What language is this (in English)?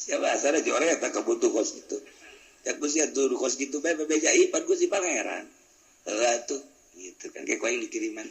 Sundanese